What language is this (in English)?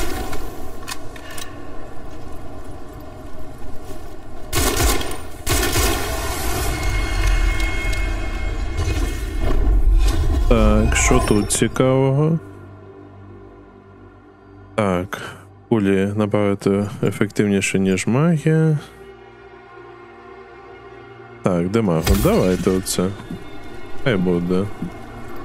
Ukrainian